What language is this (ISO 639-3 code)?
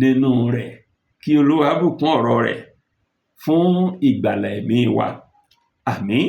yor